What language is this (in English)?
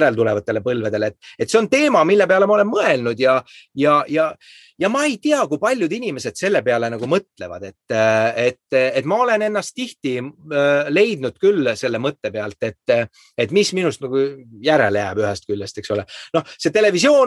Estonian